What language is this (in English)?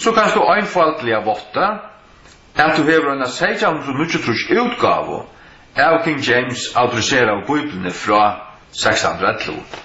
Faroese